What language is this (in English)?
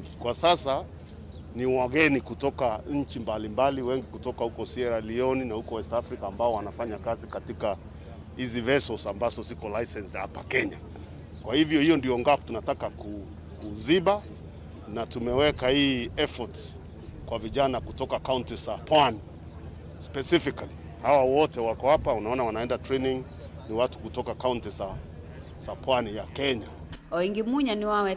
Kamba